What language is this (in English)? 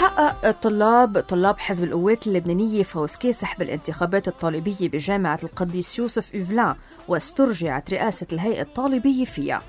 North Levantine Arabic